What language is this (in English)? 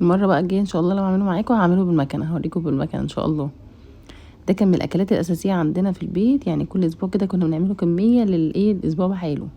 Egyptian Arabic